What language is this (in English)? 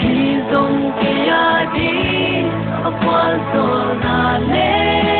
Paite Chin